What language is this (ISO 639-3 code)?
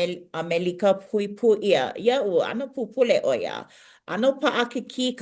haw